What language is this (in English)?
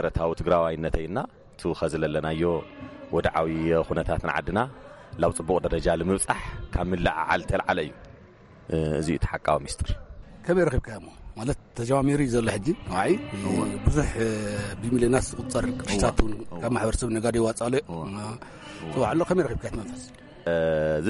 Tigrinya